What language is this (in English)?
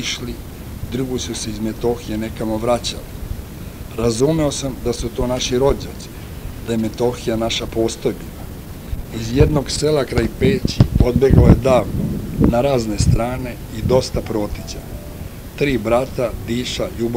Serbian